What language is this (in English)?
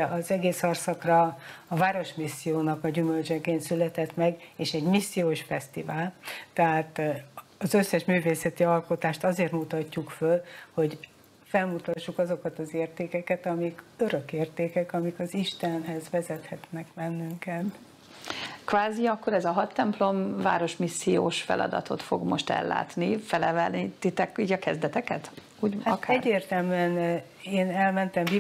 Hungarian